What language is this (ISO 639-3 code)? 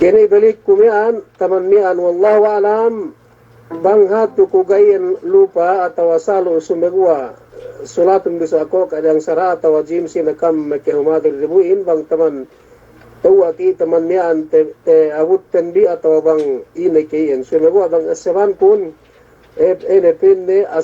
yka